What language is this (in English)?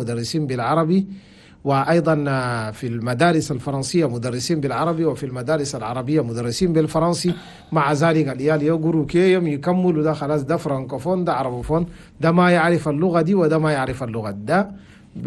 Chadian Arabic